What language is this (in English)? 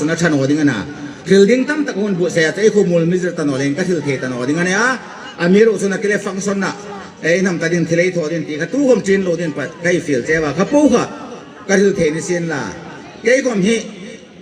Hmar